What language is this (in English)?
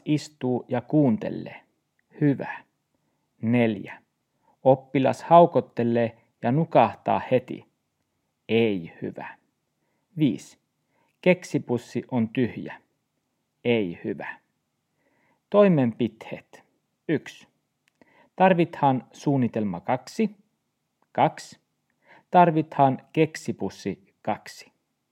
Finnish